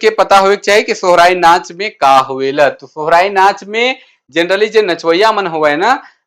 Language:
Sadri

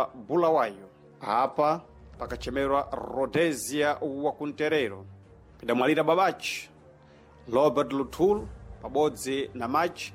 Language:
Sena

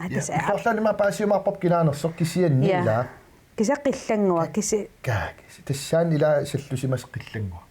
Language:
Kalaallisut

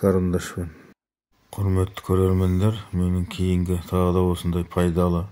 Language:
Kazakh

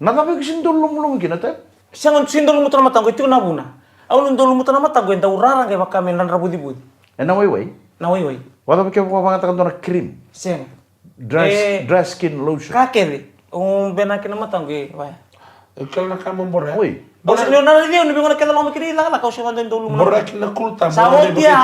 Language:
Fijian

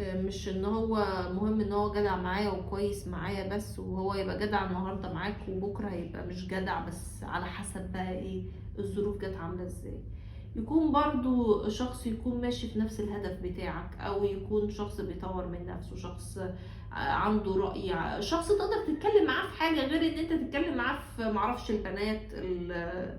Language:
Egyptian Arabic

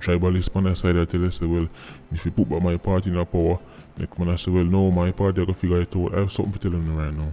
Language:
Jamaican Creole English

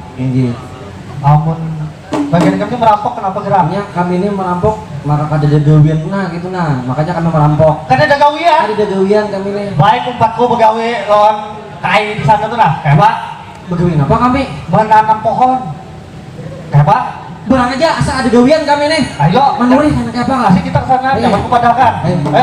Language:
Banjar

